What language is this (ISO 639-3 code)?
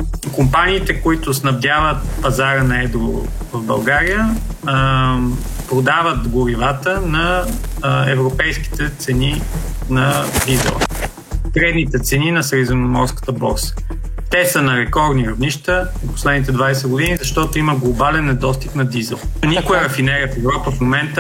bul